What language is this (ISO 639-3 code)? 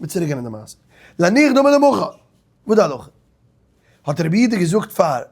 yid